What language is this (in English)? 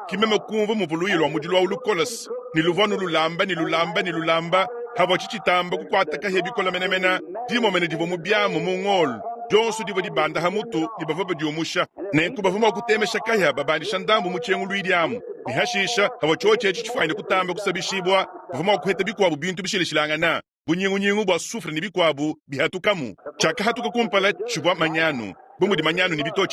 Luba-Lulua